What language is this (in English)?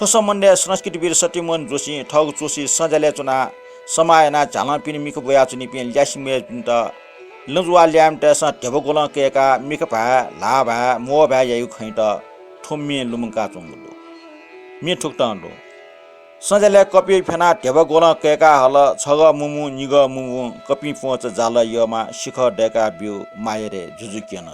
Newari